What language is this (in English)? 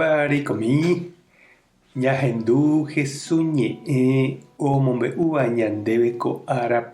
Guarani